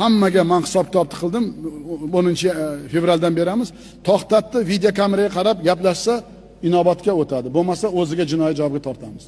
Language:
Uzbek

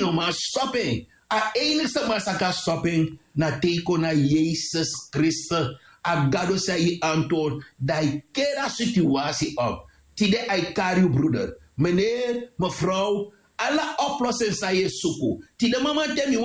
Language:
Sranan Tongo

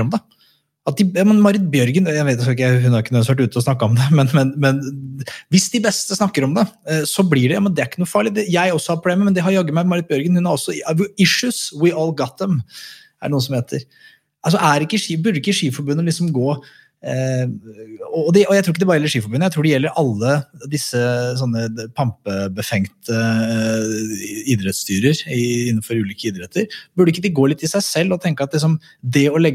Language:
Norwegian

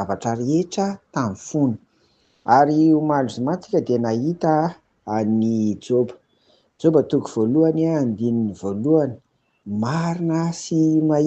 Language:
Malagasy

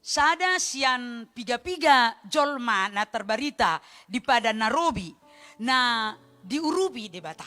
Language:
Batak Toba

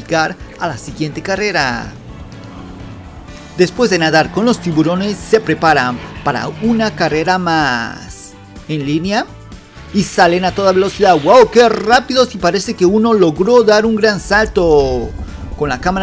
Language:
Spanish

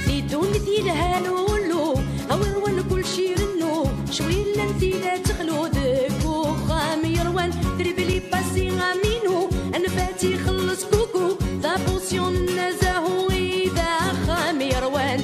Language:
Kabyle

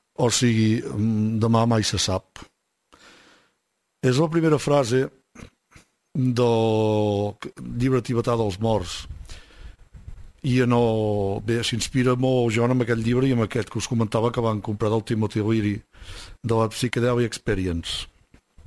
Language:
Catalan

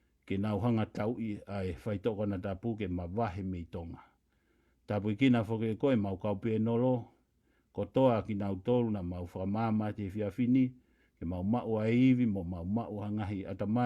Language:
Tongan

